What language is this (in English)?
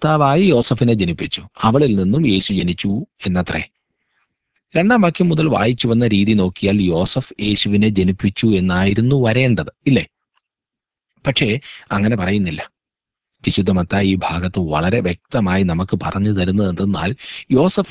Malayalam